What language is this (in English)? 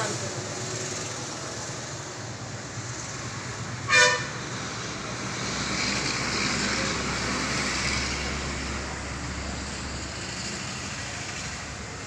Tamil